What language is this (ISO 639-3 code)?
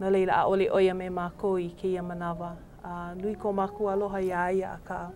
haw